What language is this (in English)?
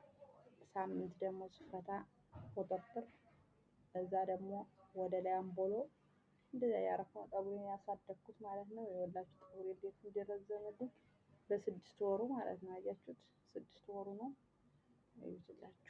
Amharic